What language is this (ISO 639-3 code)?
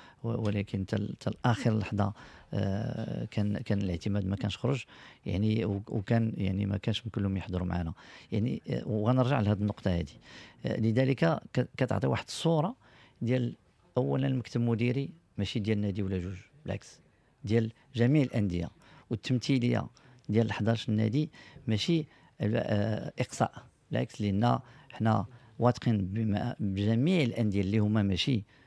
ary